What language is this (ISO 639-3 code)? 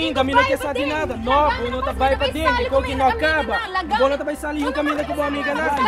pap